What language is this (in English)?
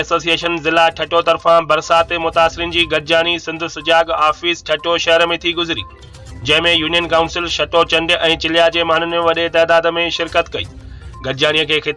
Sindhi